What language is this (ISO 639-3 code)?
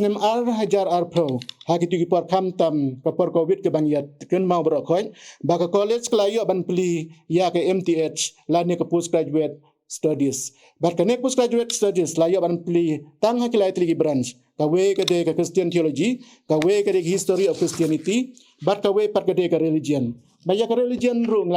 kha